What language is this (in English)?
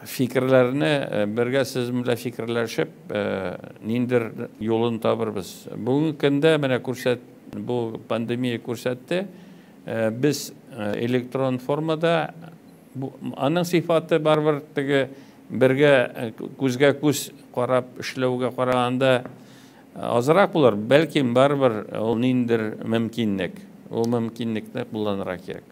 Tatar